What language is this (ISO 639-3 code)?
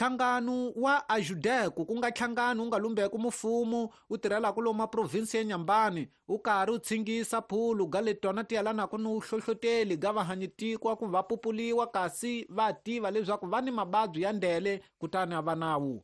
tso